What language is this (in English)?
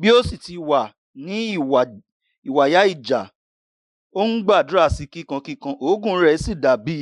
Yoruba